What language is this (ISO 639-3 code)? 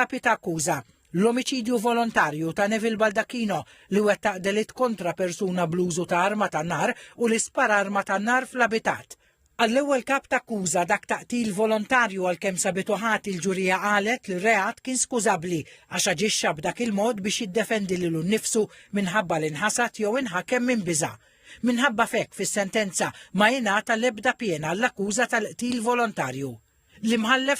mlt